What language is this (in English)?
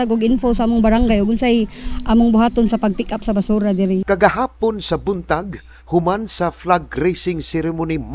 Cebuano